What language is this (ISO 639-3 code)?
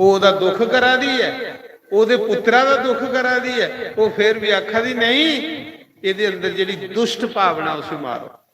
doi